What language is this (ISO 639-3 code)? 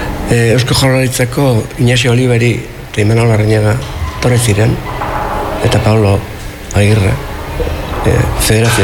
eus